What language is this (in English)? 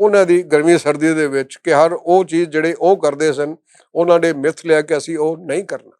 Western Panjabi